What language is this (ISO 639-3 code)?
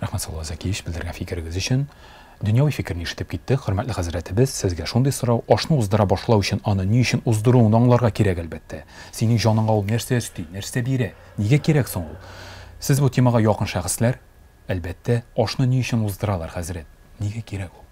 tat